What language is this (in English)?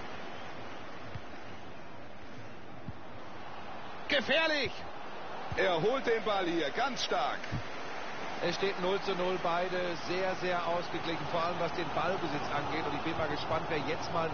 German